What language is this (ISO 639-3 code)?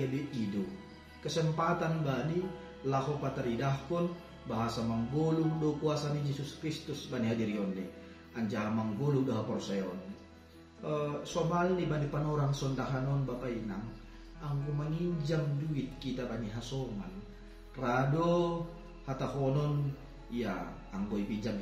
bts